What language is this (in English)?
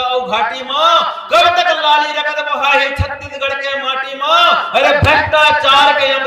Chhattisgarhi